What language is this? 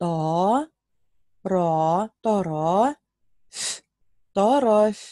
Tatar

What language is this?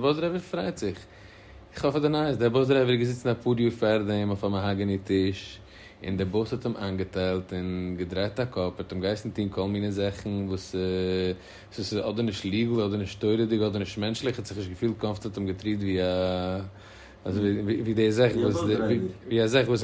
Yiddish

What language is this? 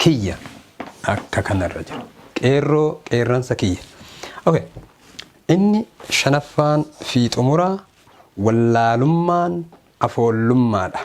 Oromo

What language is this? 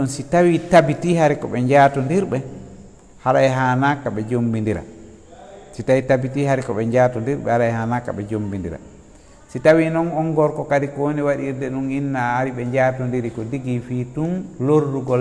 Fula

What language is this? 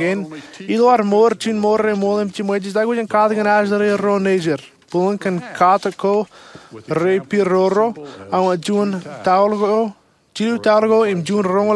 Marshallese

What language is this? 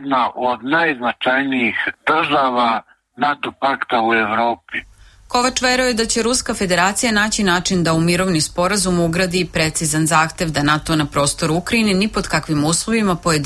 Serbian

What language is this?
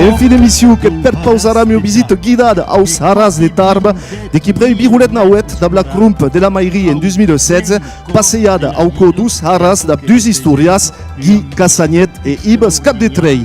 Occitan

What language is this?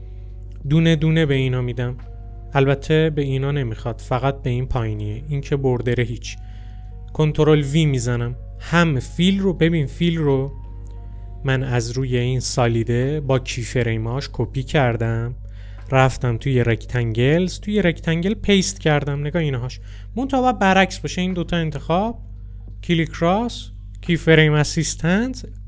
Persian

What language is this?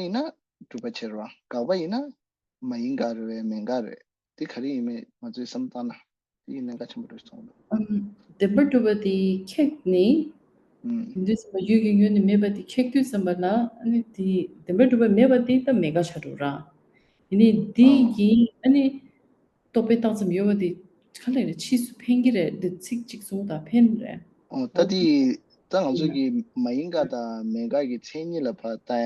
Tibetan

